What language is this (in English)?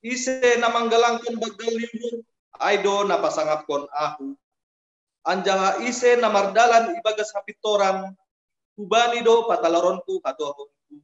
Batak Simalungun